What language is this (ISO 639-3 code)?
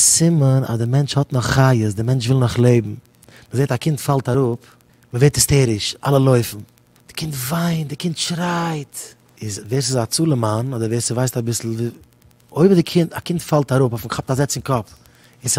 yid